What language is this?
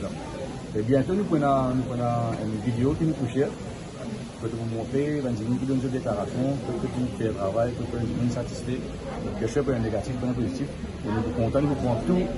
Morisyen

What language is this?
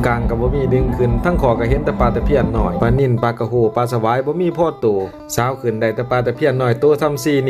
Northeastern Thai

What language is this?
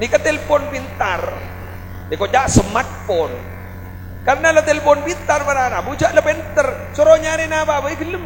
Madurese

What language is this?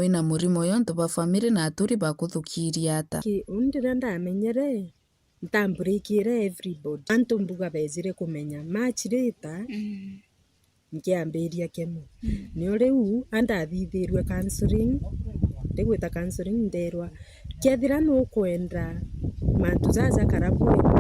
Meru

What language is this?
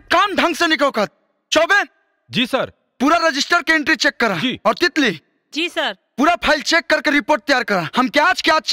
Bhojpuri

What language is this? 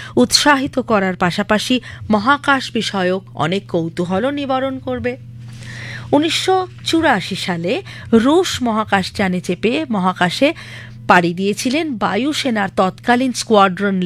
Bangla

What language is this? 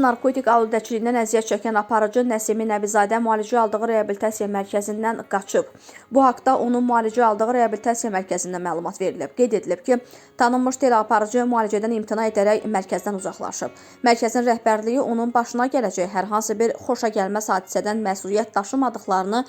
Azerbaijani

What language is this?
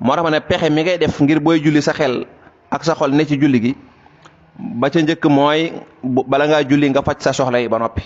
Wolof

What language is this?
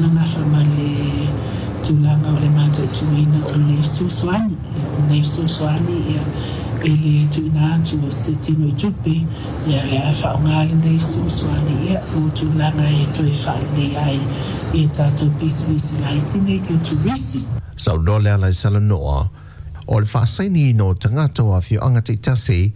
Samoan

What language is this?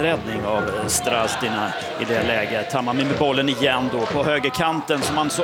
Swedish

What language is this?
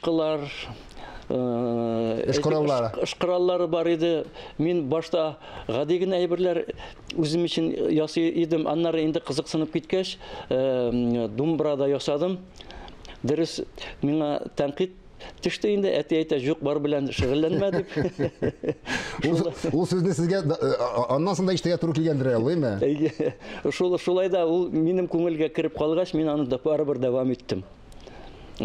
Tatar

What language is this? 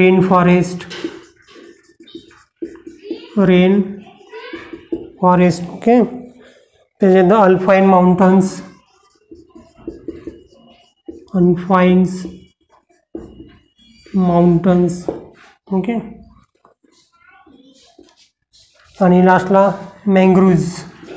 Marathi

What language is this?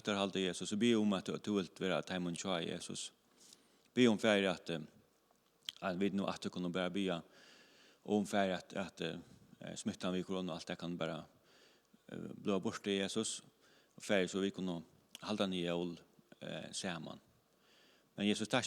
Faroese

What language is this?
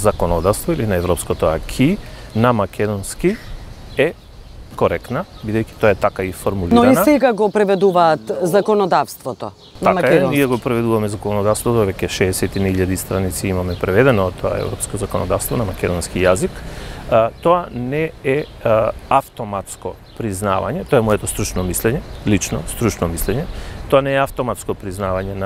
Macedonian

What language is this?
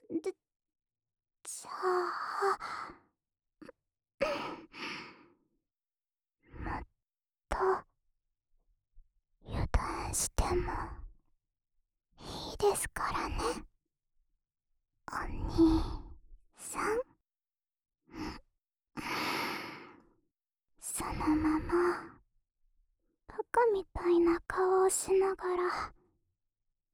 Japanese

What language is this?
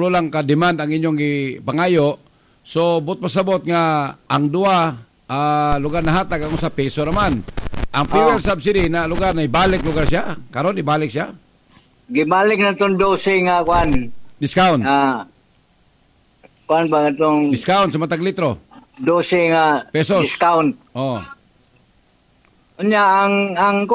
Cebuano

